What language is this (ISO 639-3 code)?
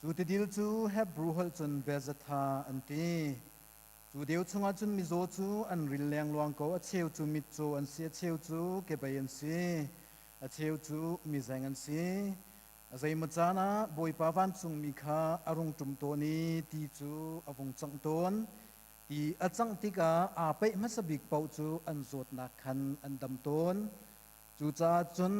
cnh